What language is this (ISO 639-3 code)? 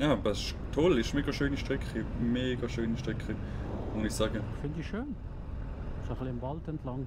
gsw